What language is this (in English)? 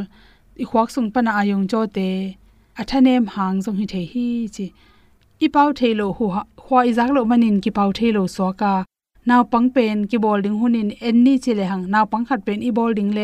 Tedim Chin